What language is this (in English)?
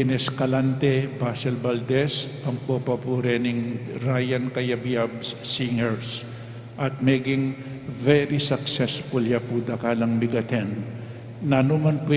Pampanga